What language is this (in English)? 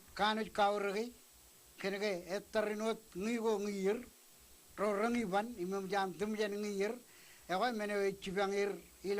Marshallese